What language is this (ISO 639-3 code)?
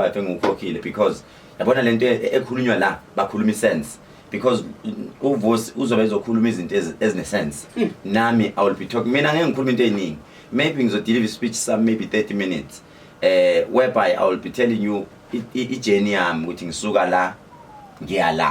zul